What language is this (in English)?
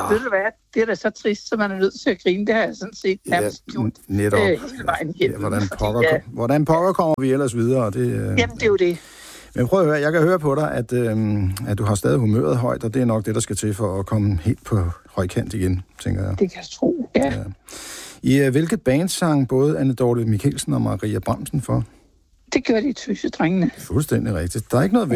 Danish